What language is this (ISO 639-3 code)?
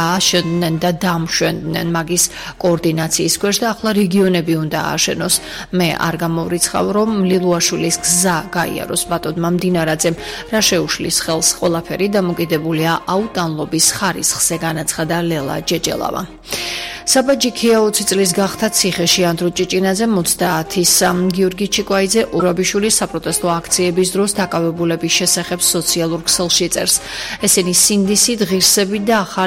kat